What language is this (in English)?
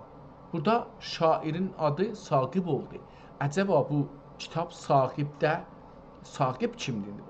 South Azerbaijani